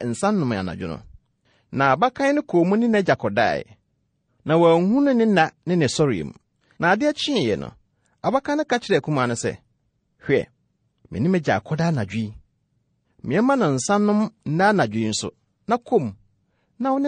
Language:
Akan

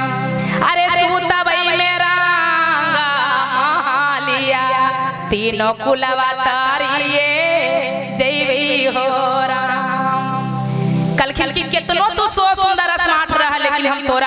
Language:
Magahi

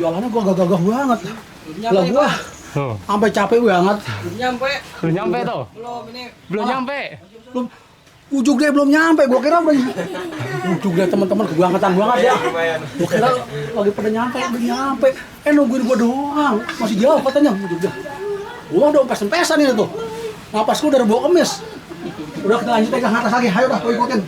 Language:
Betawi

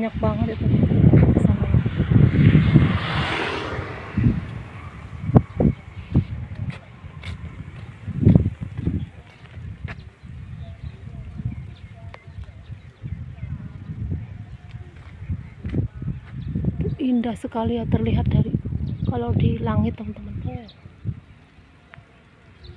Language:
Indonesian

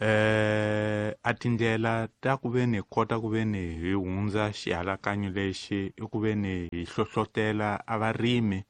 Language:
Tsonga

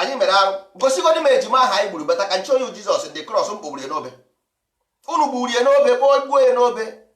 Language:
Igbo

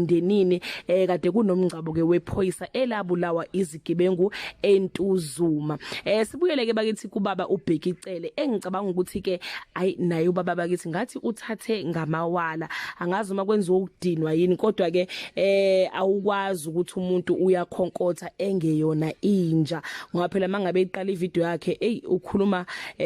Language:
Zulu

